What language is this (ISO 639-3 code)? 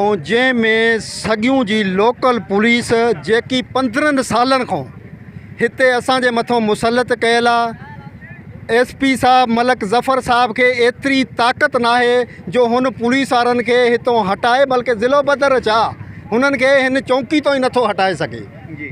snd